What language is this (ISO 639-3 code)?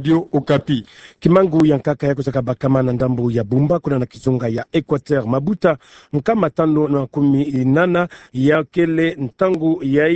ktu